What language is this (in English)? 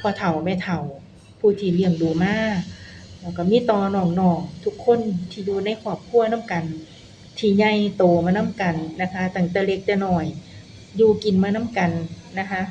Northeastern Thai